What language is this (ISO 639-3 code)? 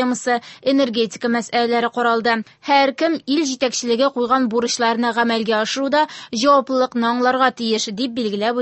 tat